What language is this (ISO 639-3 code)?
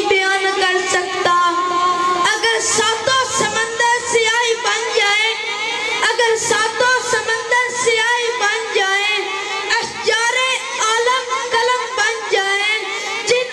urd